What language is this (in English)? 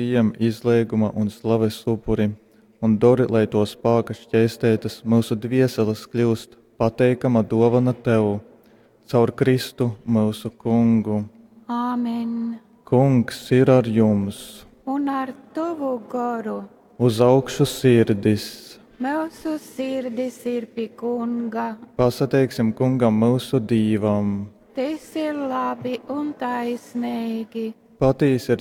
Latgalian